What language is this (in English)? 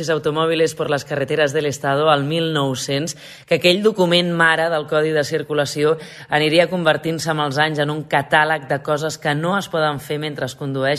Catalan